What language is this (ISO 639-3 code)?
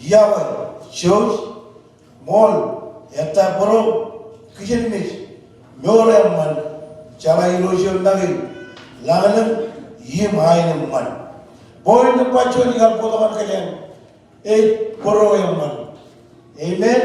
mah